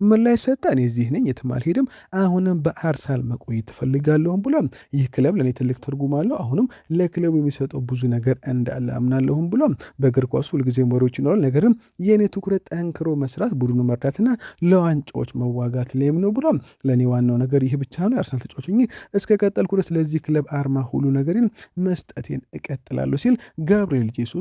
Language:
Amharic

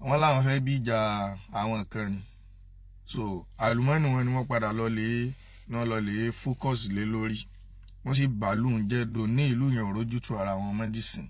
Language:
Yoruba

